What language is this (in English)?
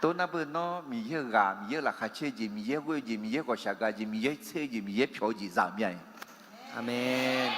Akha